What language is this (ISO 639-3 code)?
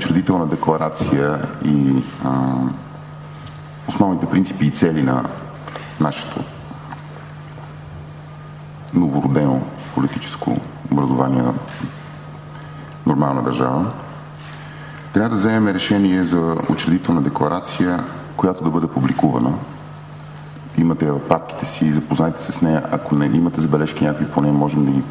bul